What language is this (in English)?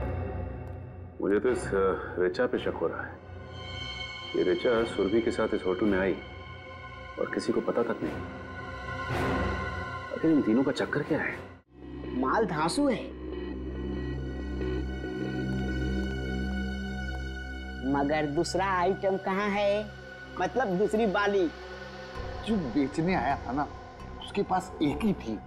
Hindi